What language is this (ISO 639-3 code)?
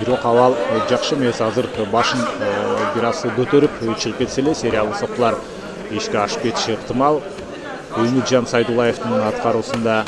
kir